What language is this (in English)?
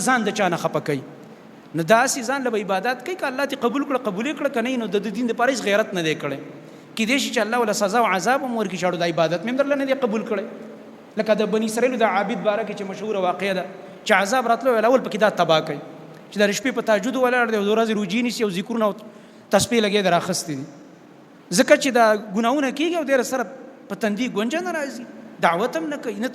Pashto